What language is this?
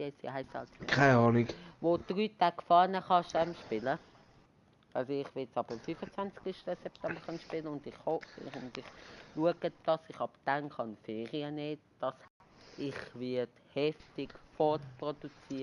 Swiss German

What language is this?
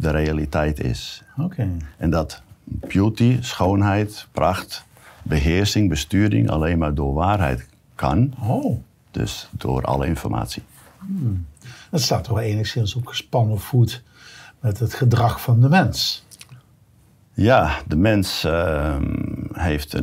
Dutch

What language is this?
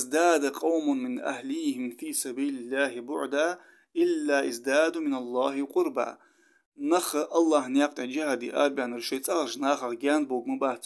Ingush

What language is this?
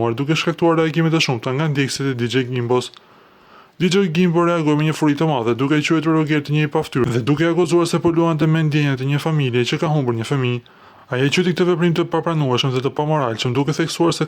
Albanian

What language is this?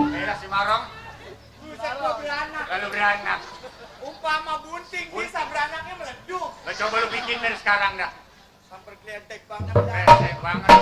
Betawi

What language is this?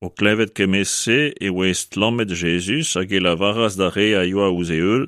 Breton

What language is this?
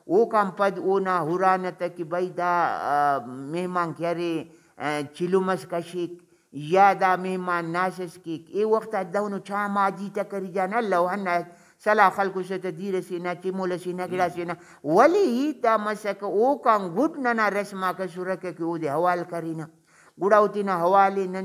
Brahui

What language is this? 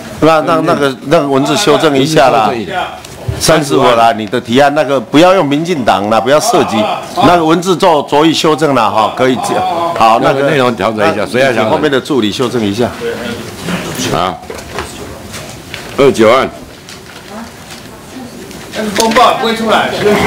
Chinese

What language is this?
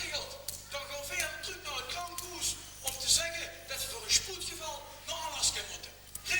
Limburgish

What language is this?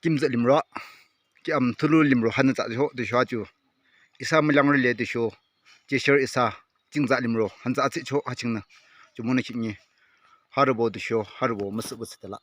Yimchungru Naga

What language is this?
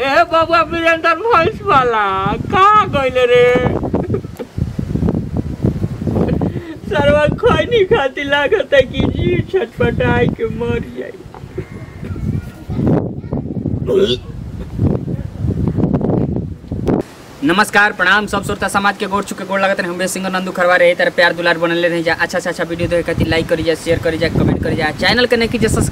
Bhojpuri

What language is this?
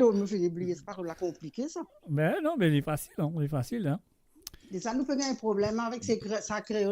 Morisyen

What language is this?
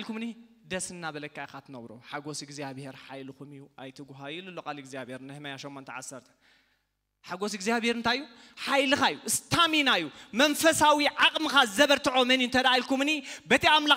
Tigrinya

